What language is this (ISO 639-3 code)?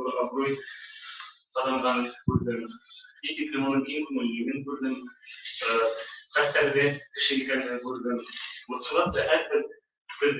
bak